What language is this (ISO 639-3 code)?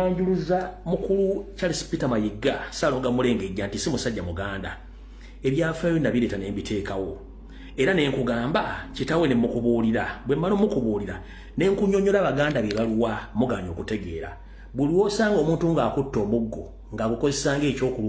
lug